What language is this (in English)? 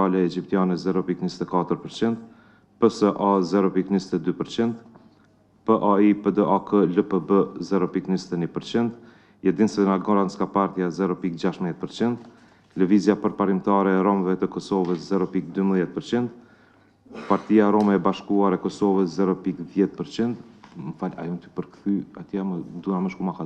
Albanian